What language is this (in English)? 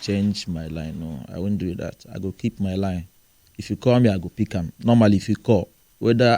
Nigerian Pidgin